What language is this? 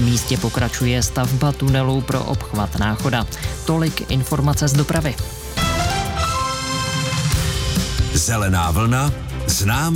Czech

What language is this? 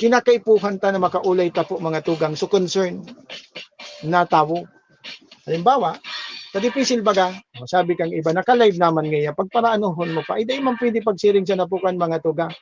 Bikol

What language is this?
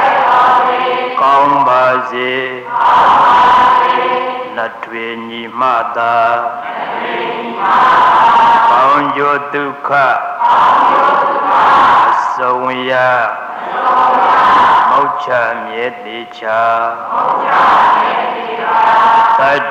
Burmese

